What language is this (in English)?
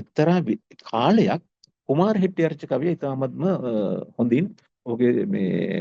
Sinhala